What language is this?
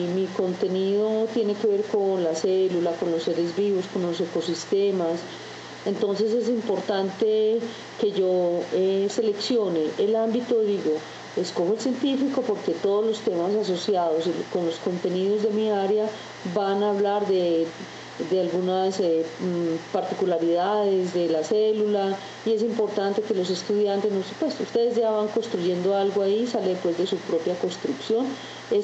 Spanish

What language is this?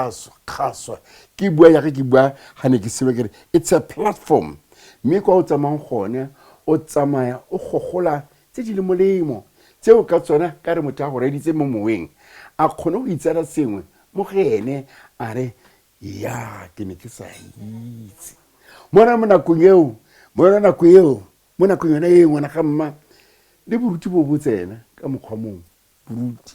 Tswana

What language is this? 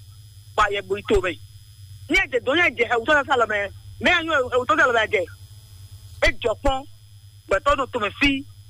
Fon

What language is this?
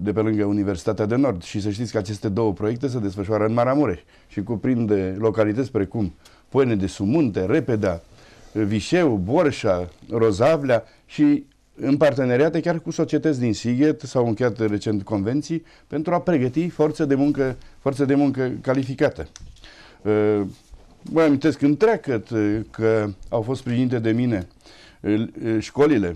Romanian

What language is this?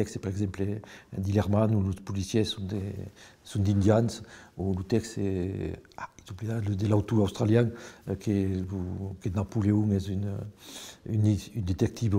Occitan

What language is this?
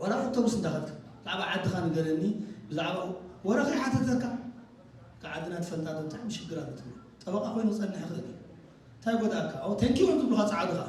Tigrinya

